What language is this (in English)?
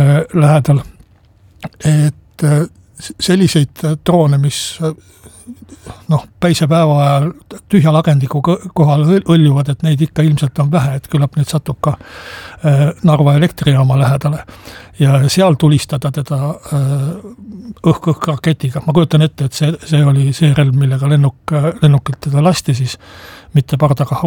Estonian